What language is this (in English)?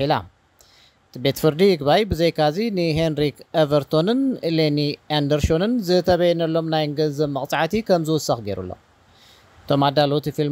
Tigrinya